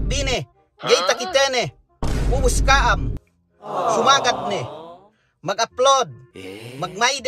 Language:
Yakan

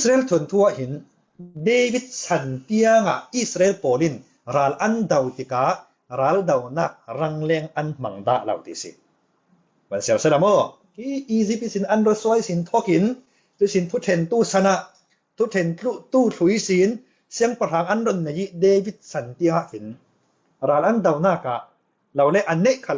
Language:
Falam Chin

